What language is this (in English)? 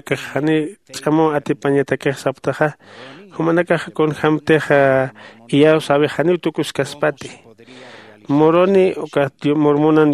Aymara